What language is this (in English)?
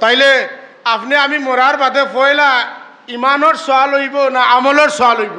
Sylheti